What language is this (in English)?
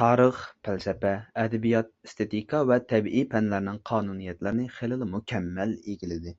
Uyghur